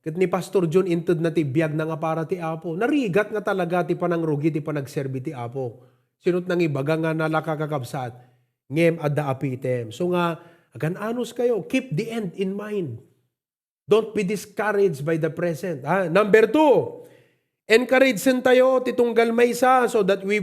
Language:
Iloko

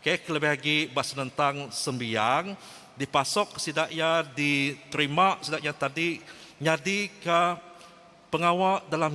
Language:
Iban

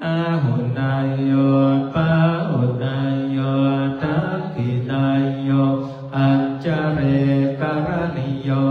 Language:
Pali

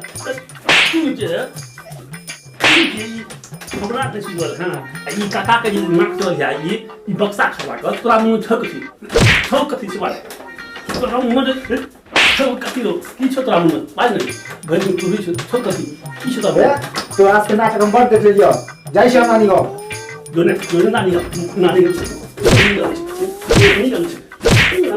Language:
Maithili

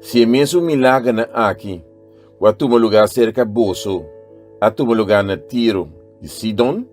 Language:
Papiamento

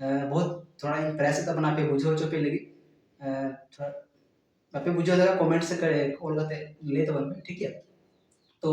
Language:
Santali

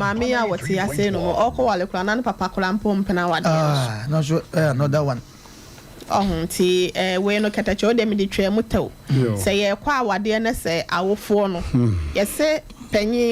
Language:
Akan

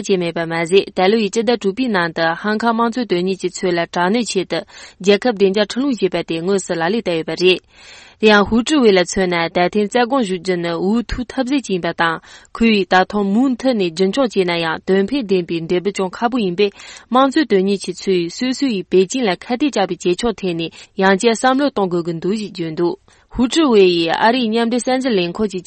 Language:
Tibetan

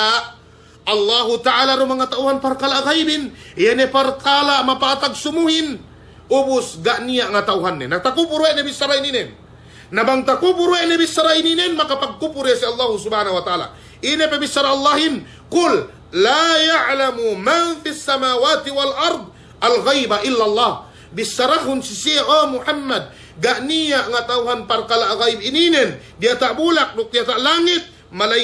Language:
Yakan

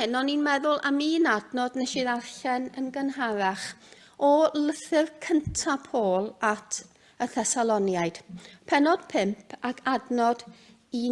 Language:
Welsh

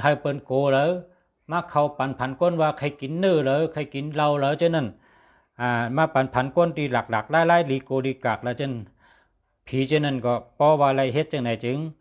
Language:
Shan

